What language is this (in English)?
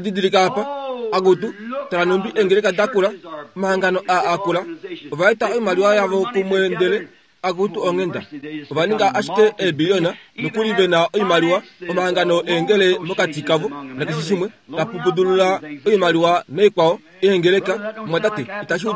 Kuanyama